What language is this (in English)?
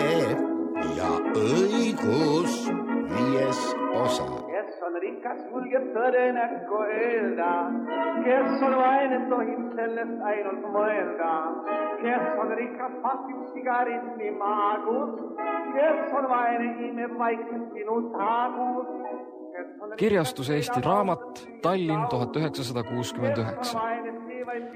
Estonian